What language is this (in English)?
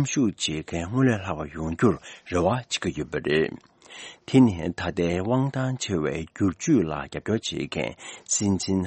Tibetan